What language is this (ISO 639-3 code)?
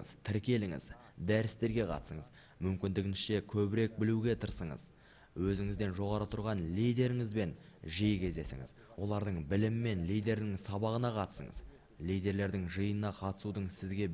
kaz